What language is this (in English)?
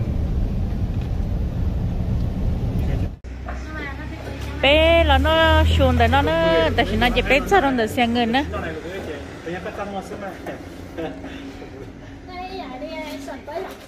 Vietnamese